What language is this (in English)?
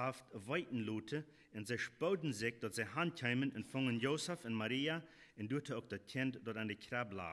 Plautdietsch